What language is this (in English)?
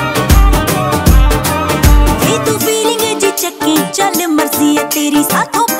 Punjabi